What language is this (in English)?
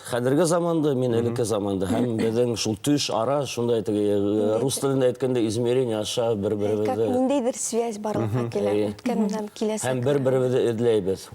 Bashkir